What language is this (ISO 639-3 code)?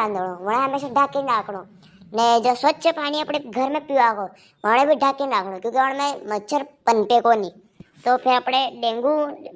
raj